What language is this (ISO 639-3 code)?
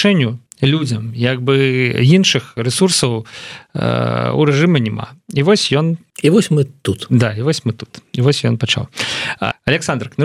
bel